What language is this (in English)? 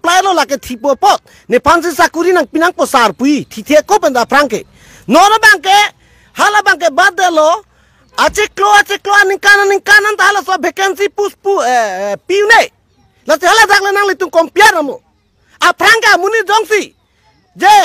Karbi